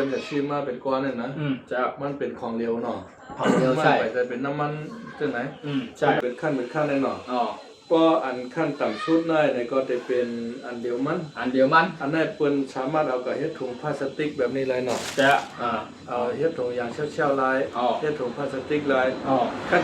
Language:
Shan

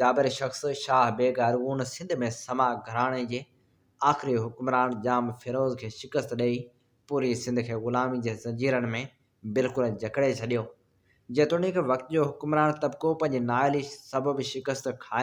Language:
Sindhi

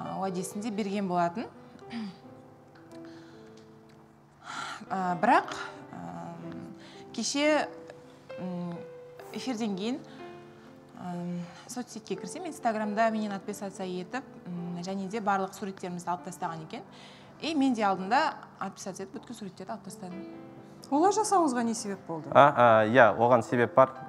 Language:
Kazakh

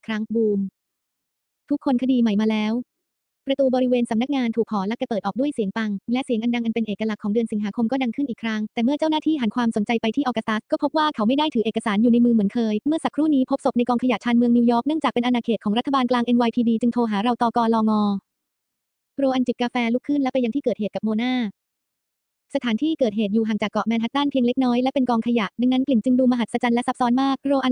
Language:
Thai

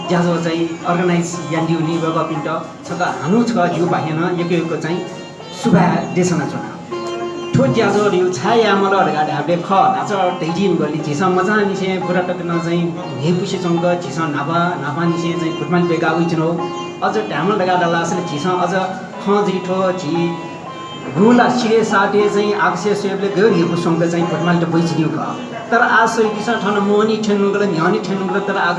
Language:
Newari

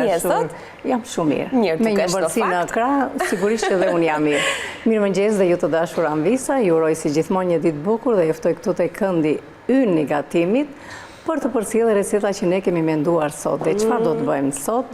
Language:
Albanian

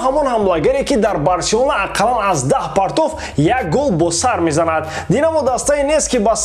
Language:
Tajik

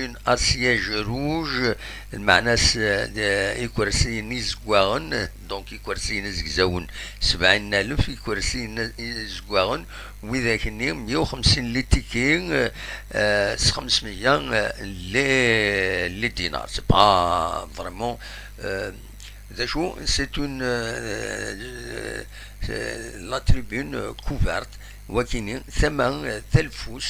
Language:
Kabyle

